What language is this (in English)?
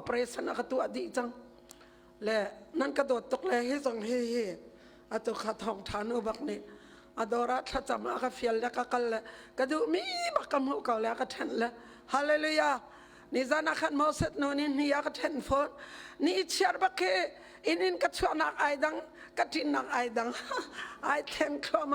Hakha Chin